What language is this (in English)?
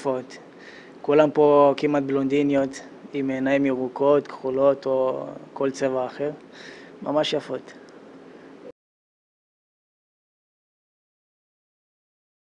Hebrew